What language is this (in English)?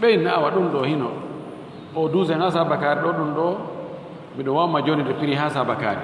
Fula